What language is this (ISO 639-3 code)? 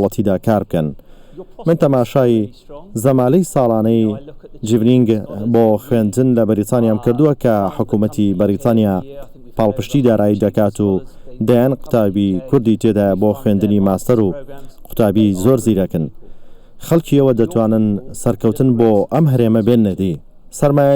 ckb